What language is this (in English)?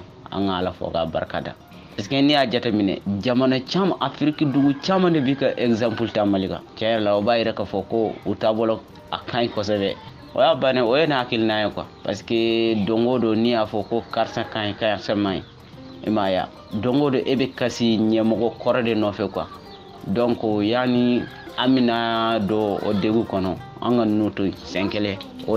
Bambara